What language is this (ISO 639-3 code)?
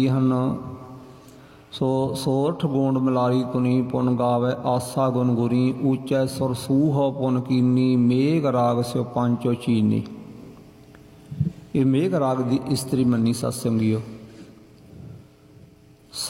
pan